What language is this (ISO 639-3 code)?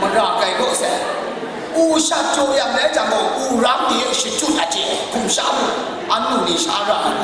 kac